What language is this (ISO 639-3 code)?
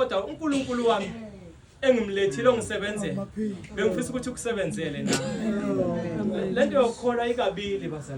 zul